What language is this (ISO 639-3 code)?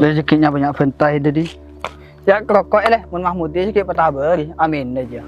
mad